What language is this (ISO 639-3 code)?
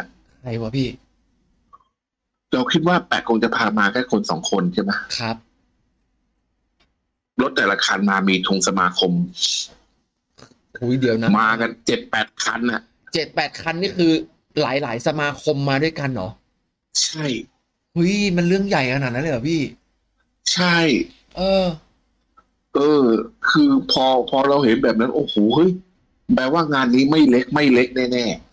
tha